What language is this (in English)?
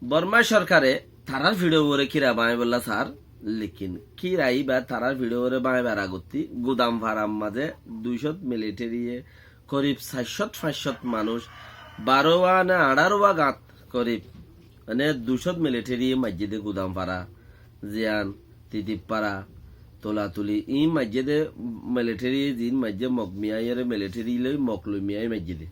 Rohingya